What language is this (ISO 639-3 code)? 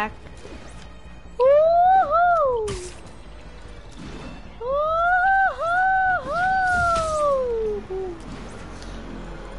nld